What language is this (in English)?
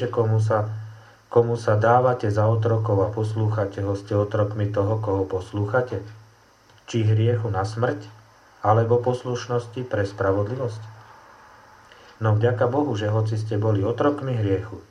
Slovak